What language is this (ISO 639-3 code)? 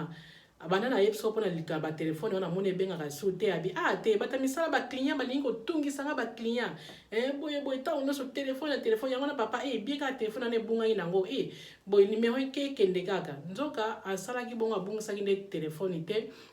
lin